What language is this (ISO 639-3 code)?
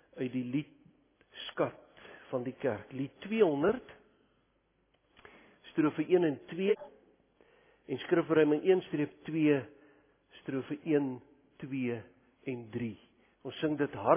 afr